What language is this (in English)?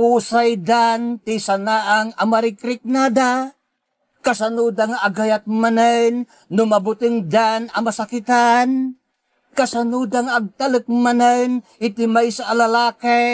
Iloko